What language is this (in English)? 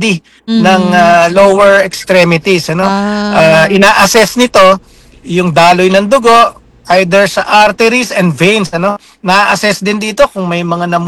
Filipino